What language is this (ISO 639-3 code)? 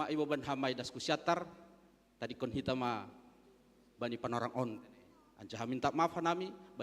bts